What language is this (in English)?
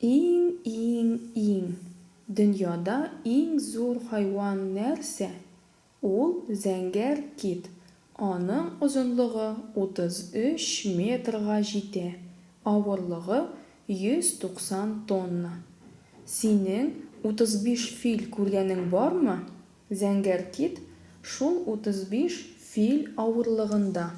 Tatar